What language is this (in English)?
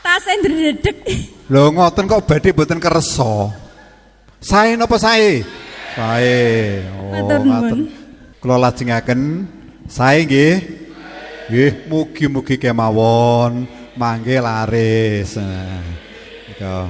Javanese